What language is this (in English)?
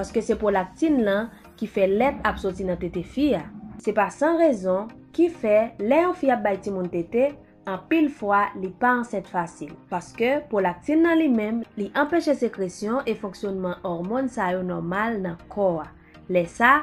Haitian Creole